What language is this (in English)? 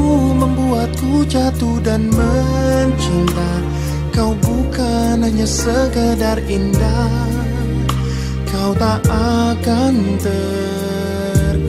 Indonesian